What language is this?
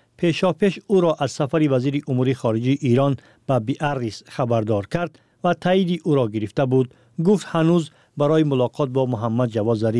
Tajik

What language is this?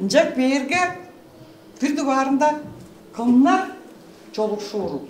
Tuvinian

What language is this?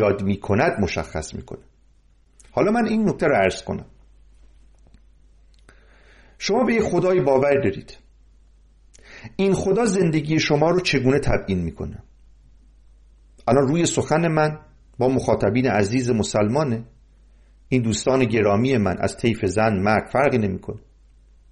Persian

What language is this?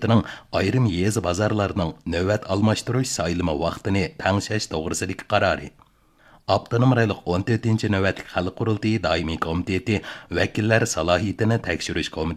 Uyghur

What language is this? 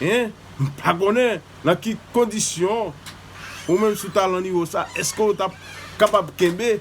Haitian Creole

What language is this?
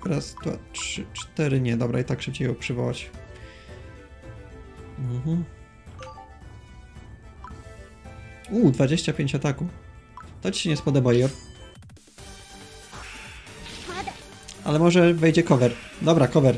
Polish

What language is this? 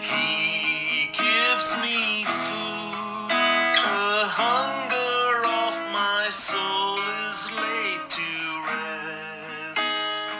Konkani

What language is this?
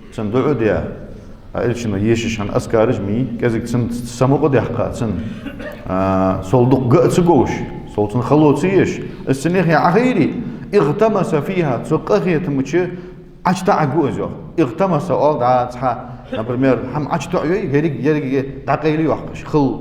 Ingush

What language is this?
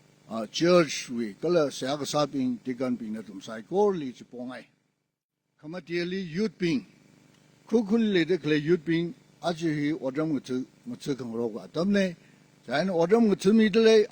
Tangkhul Naga (India)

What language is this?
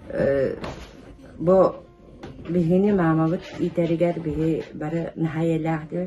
Yakut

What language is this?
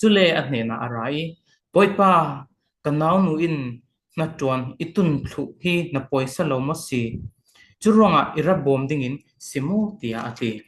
Falam Chin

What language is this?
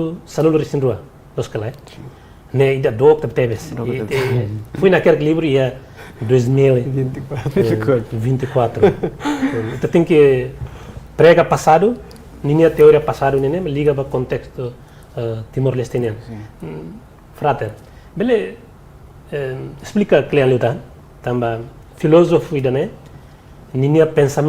Tetum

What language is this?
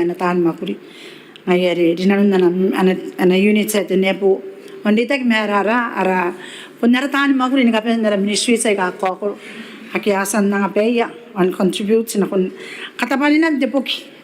Gilbertese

